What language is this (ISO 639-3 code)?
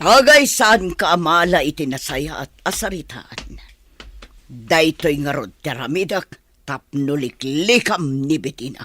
ilo